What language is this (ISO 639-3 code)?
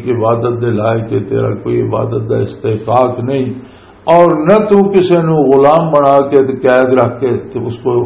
lah